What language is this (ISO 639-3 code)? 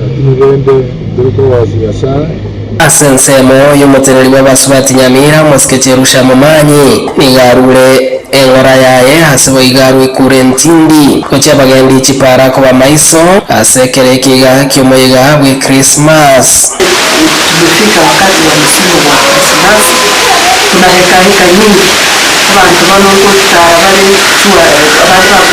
guz